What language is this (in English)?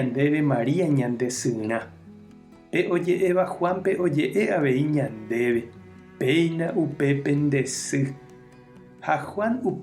Guarani